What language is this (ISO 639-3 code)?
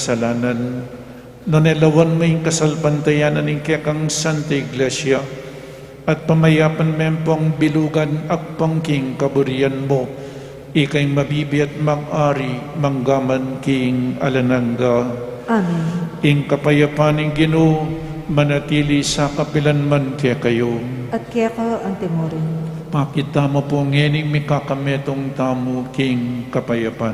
pam